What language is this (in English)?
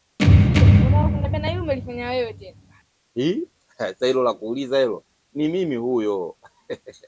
Swahili